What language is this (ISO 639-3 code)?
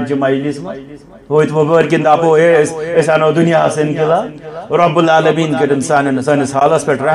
kas